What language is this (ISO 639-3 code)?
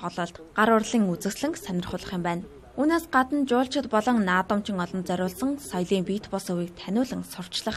mon